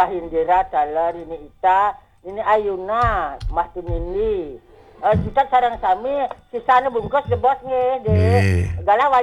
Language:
Balinese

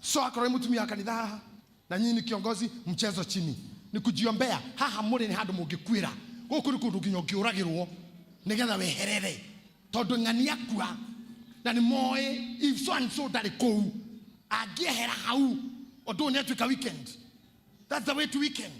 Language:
Kikuyu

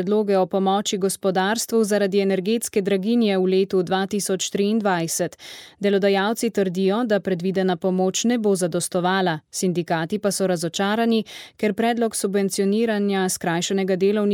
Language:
Slovenian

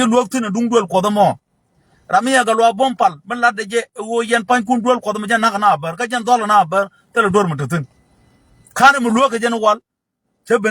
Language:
Nuer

